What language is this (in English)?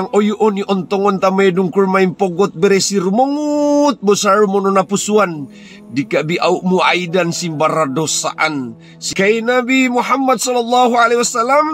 Mongondow